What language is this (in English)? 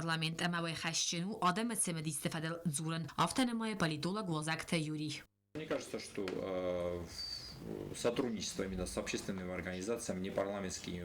Ossetic